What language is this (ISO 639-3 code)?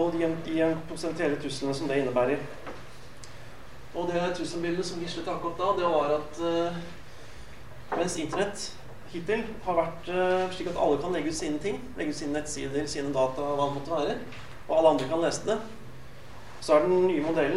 nor